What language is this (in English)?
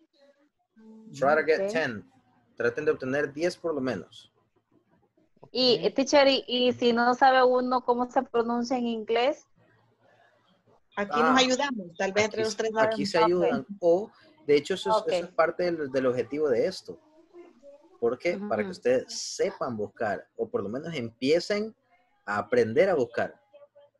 Spanish